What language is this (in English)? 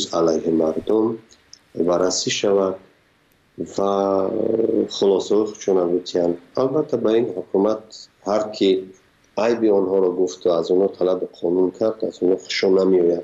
Tajik